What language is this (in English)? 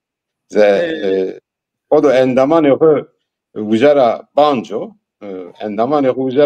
Zaza